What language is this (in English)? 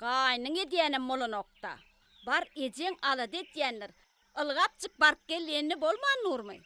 Turkmen